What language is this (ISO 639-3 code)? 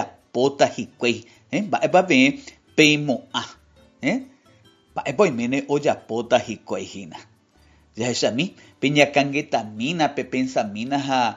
grn